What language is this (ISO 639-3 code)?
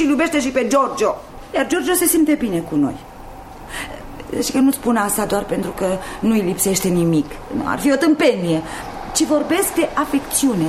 ron